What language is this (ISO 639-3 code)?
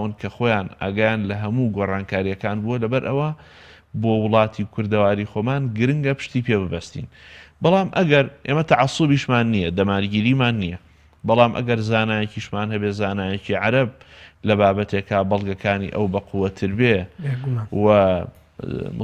ckb